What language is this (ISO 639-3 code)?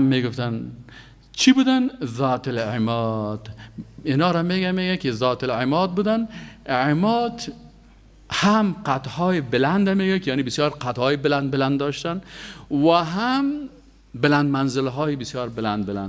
fas